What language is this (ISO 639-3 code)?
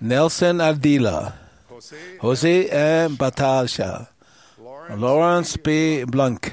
tah